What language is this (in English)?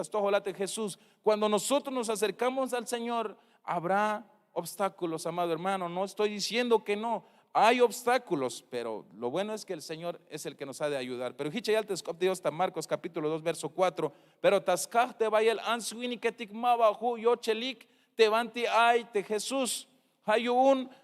Tzeltal